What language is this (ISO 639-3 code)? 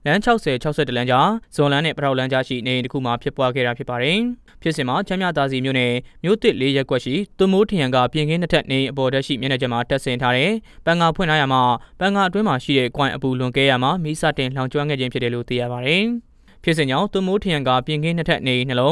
mya